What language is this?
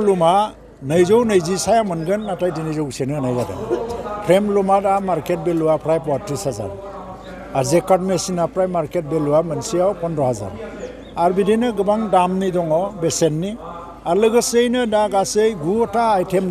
Bodo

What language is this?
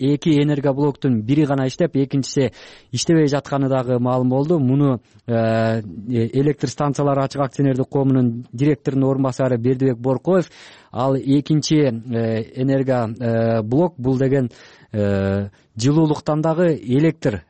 Kyrgyz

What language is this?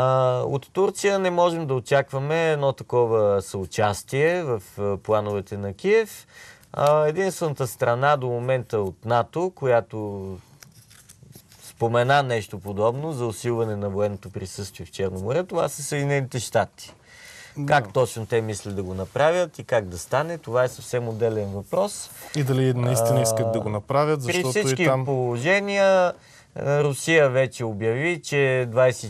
Bulgarian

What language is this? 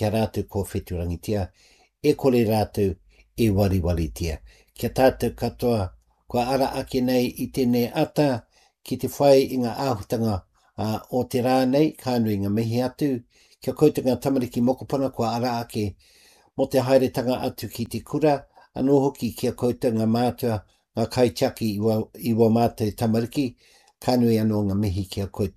Māori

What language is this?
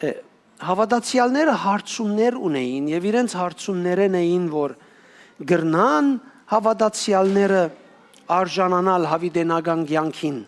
Western Armenian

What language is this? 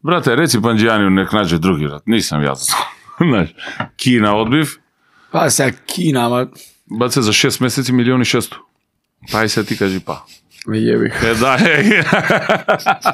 Macedonian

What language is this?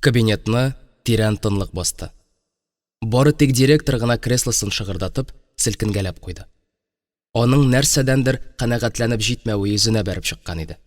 Tatar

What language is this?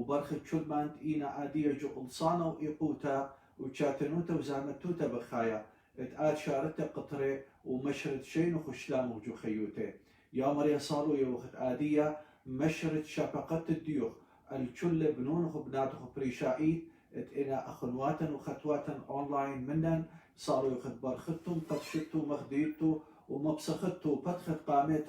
Assyrian Neo-Aramaic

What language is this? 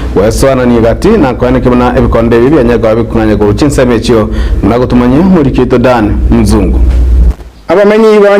Gusii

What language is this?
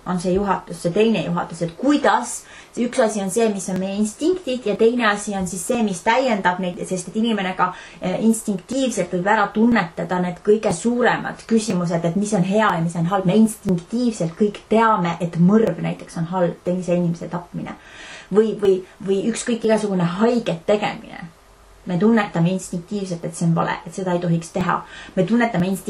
Estonian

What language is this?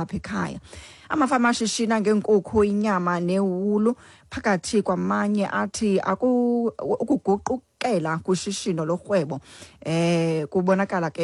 Xhosa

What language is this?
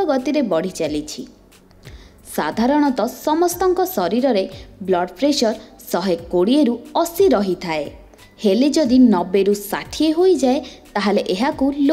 Odia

